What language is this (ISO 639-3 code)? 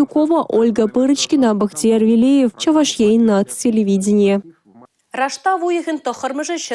chv